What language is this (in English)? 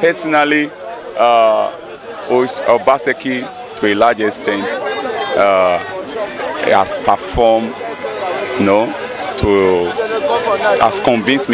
Nigerian Pidgin